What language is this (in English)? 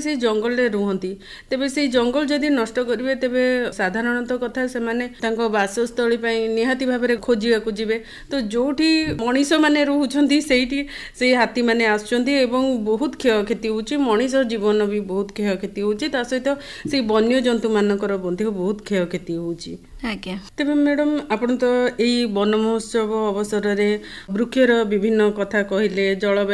Odia